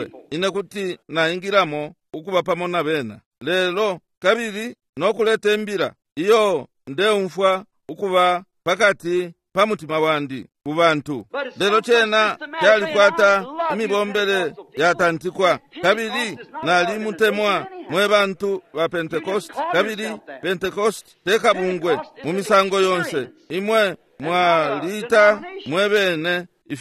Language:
Bemba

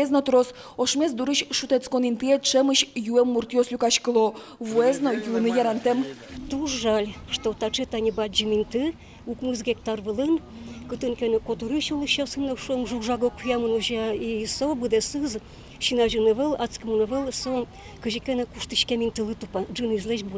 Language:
Udmurt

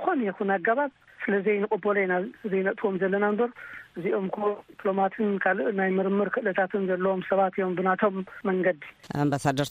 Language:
Tigrinya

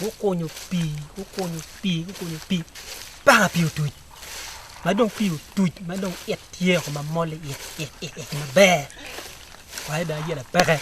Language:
Acoli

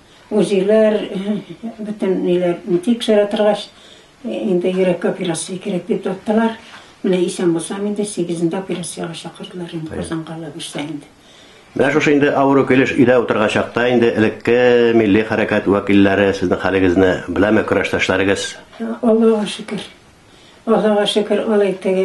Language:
Tatar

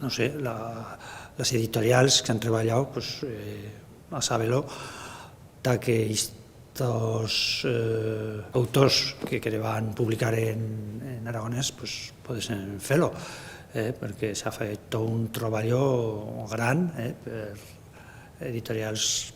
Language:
Aragonese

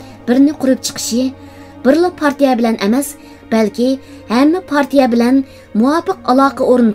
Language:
Uyghur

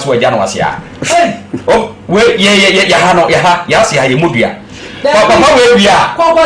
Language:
Akan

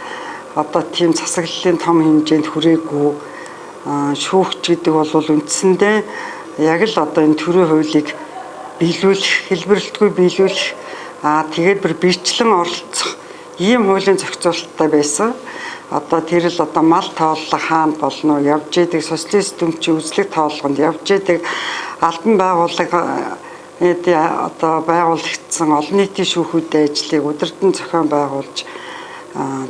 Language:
Mongolian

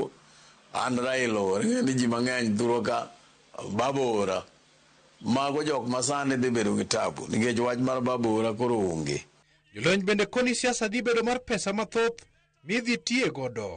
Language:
Luo (Kenya and Tanzania)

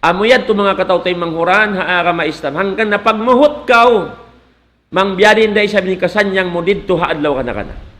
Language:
Tausug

